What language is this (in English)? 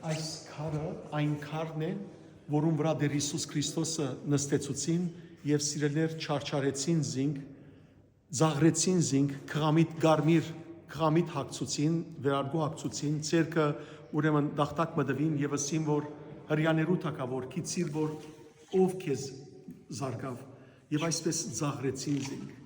Western Armenian